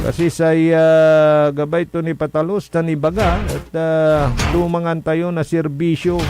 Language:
Pangasinan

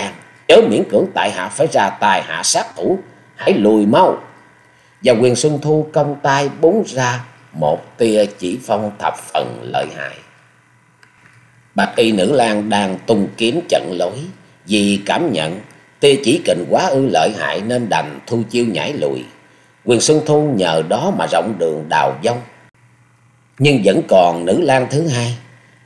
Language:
Vietnamese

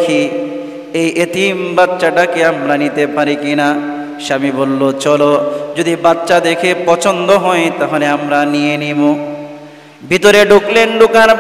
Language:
Bangla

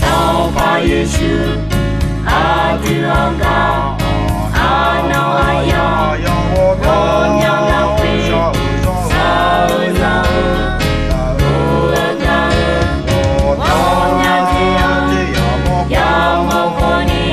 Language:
Akha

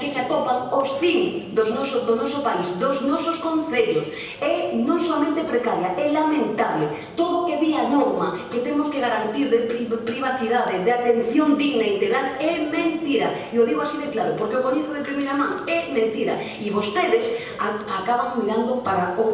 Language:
Galician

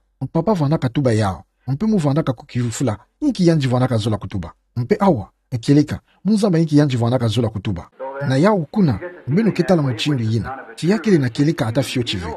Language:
Kituba (Democratic Republic of Congo)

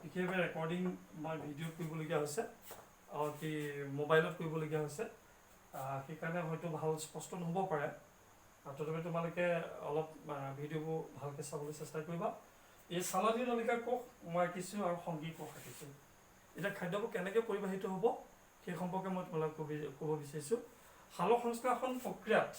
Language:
Assamese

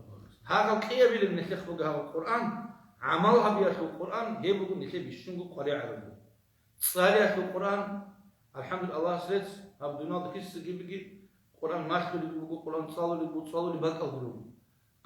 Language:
Avaric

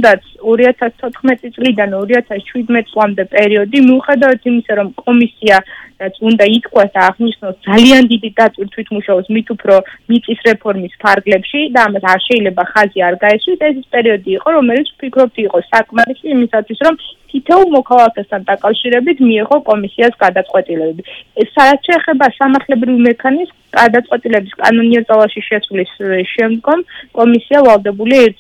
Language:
Georgian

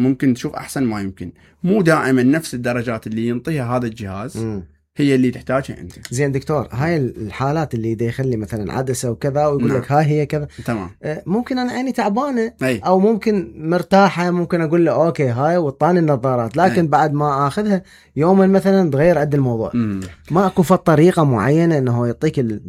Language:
Mesopotamian Arabic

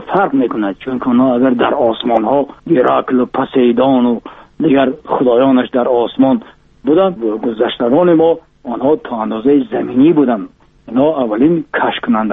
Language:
Tajik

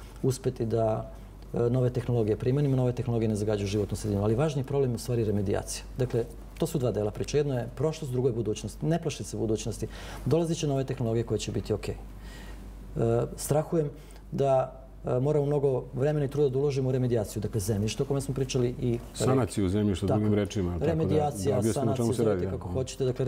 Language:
Serbian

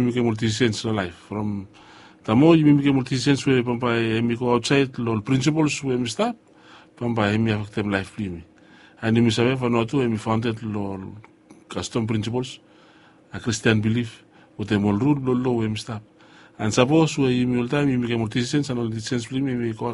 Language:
Bislama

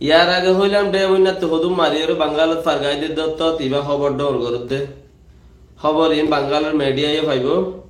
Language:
Rohingya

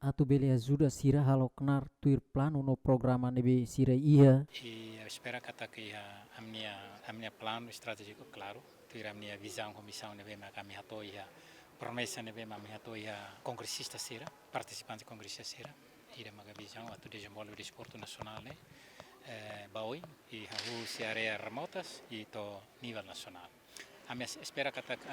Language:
Tetum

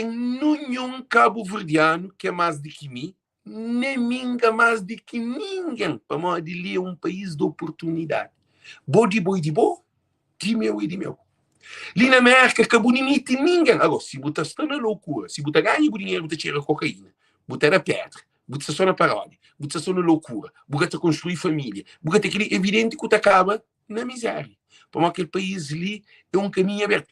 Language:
Kabuverdianu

